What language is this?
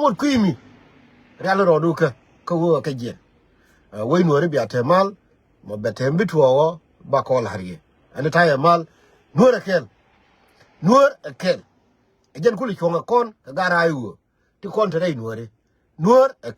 Nuer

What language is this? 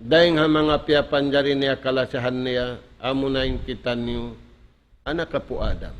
Tausug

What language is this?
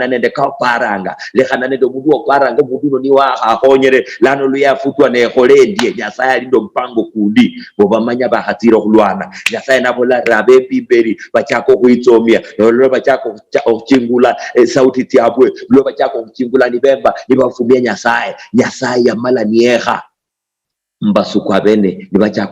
Luyia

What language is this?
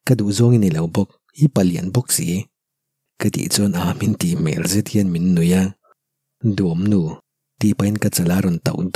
Mizo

